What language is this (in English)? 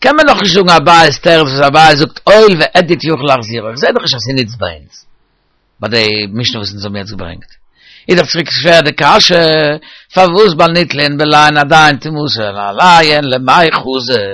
Yiddish